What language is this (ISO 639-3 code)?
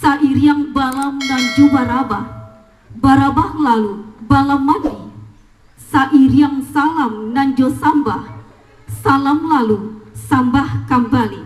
min